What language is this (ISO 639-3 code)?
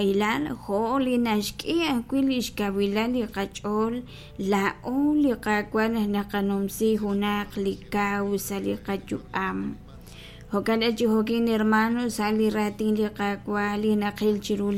kek